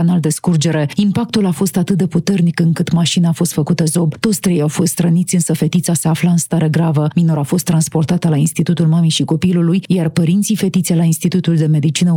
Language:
Romanian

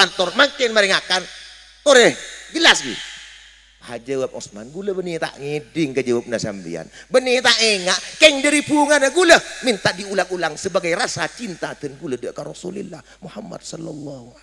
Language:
Madurese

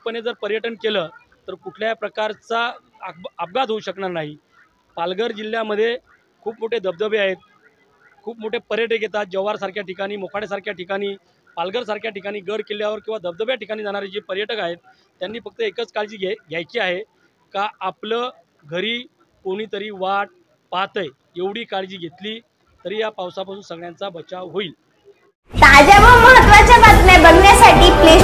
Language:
Marathi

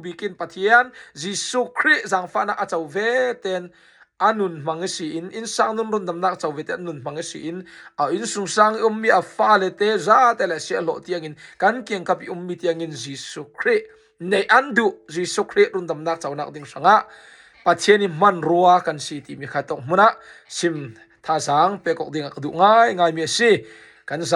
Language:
Falam Chin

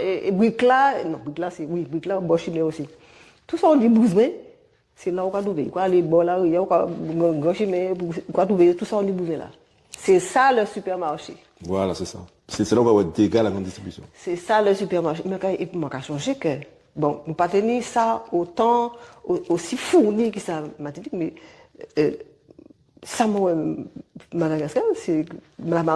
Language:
Guadeloupean Creole French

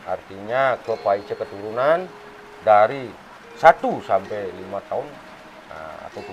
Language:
Balinese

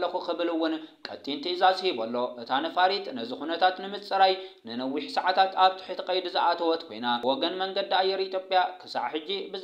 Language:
Tigrinya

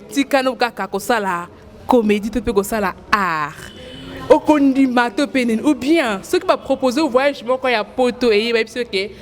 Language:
Lingala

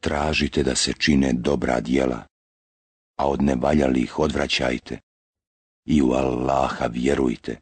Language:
Bosnian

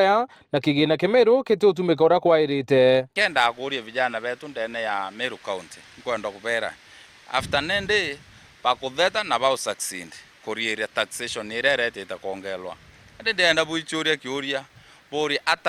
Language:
Meru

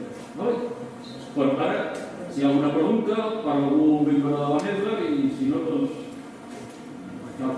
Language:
Catalan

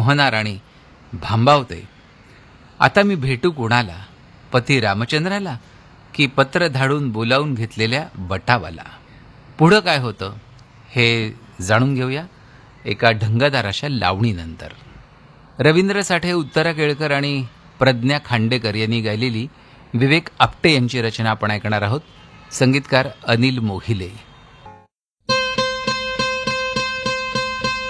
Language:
Marathi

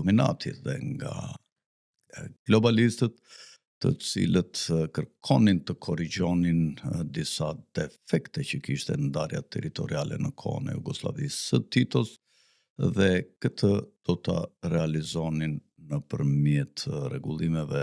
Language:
Albanian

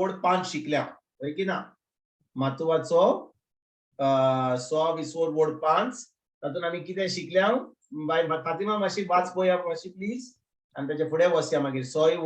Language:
Konkani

